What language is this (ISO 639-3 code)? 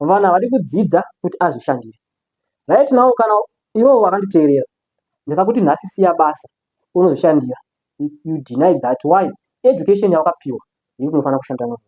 sna